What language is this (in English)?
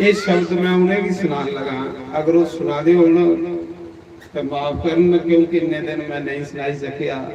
Dogri